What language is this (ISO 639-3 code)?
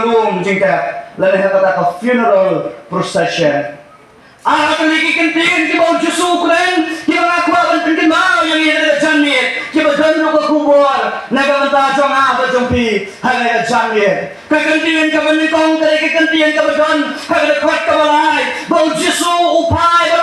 kha